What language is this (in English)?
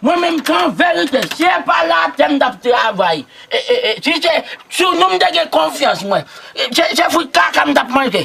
Haitian Creole